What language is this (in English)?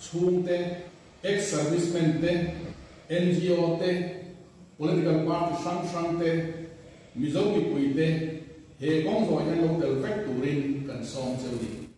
Mizo